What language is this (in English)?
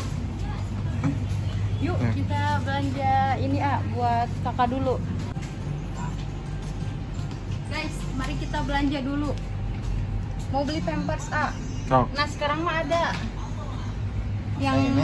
Indonesian